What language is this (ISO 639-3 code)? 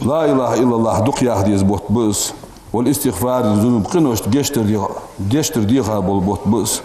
inh